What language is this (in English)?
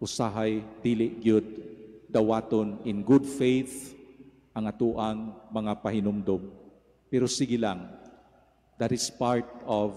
Cebuano